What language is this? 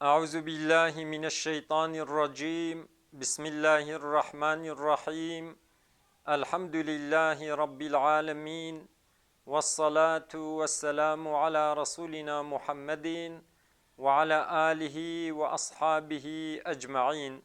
Kurdish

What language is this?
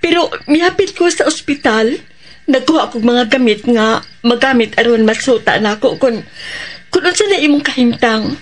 Cebuano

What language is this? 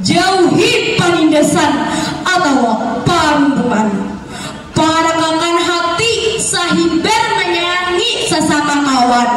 Banjar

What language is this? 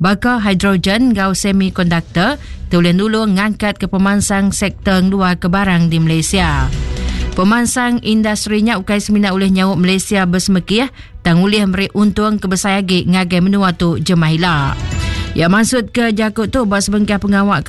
Iban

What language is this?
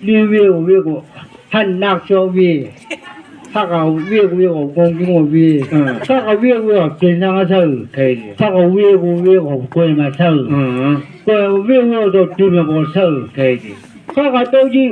Chang Naga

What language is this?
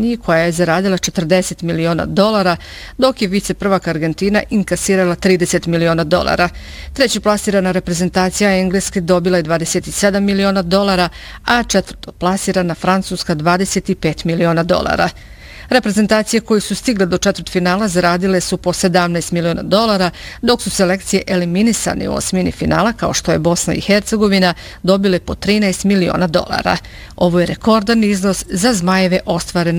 Bosnian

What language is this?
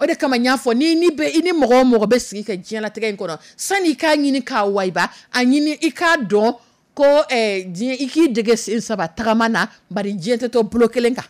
Dyula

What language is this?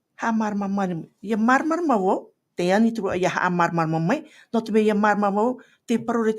Tahitian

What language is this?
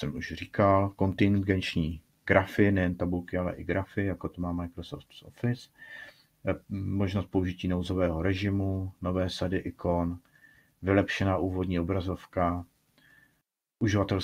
Czech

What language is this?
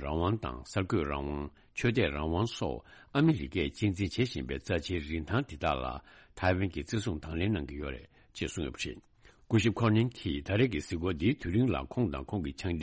Tibetan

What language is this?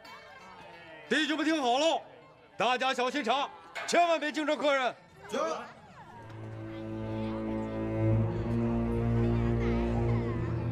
Chinese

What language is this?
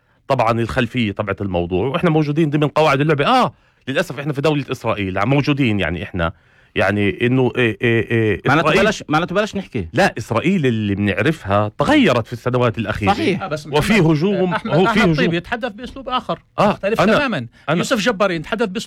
North Levantine Arabic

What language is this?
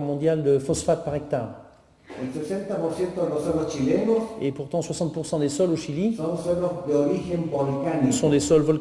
French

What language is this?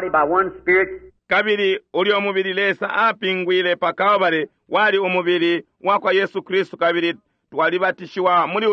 Bemba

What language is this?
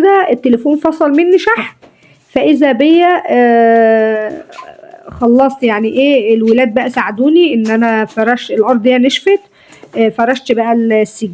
Egyptian Arabic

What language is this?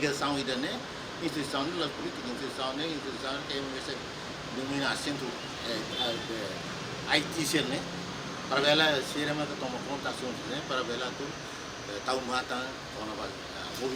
Tetum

